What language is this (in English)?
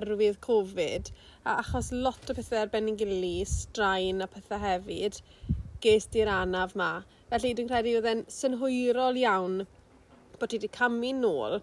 Welsh